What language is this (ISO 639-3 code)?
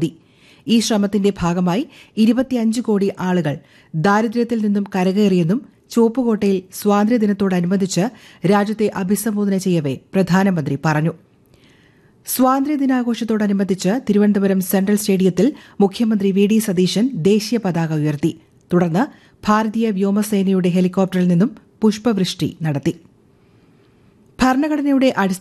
mal